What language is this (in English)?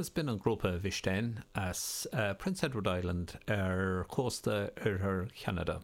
Irish